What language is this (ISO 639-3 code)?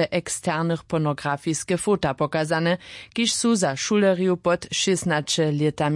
hsb